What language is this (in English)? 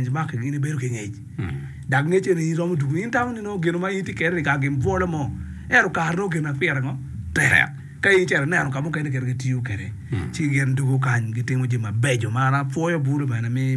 Acoli